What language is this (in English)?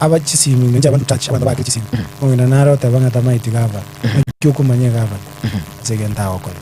Gusii